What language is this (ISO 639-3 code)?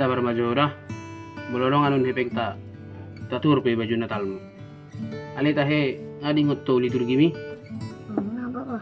bbc